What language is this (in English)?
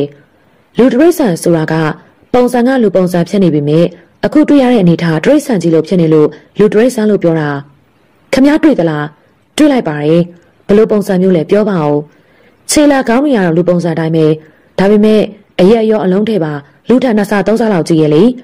Burmese